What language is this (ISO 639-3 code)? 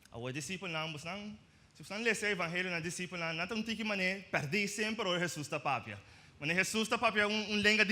pap